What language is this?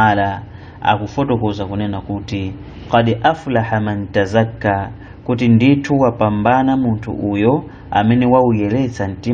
Nyanja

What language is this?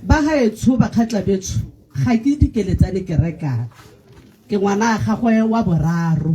Tswana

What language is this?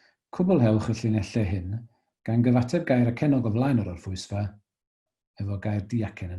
Welsh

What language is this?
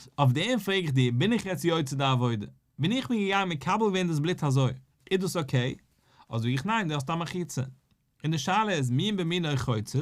Yiddish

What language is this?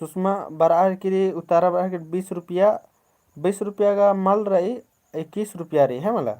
Kurukh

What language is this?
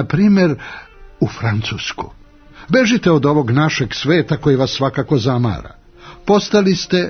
Serbian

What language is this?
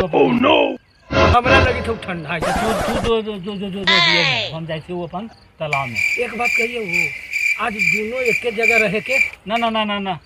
Magahi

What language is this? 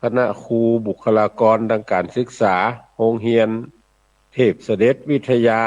Northern Thai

